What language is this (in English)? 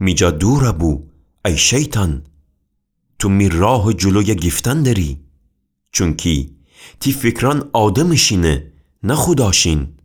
Gilaki